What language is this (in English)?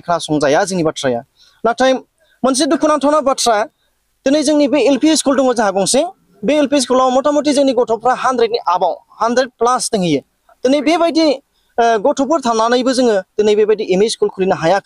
Bodo